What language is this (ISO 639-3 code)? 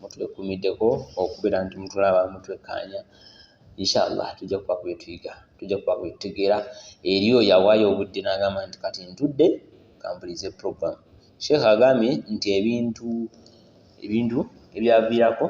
lug